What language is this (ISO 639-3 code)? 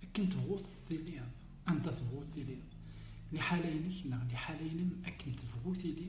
kab